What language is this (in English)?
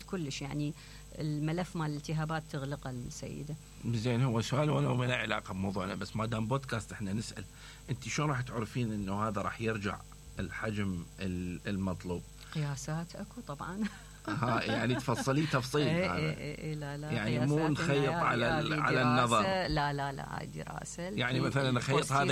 Mesopotamian Arabic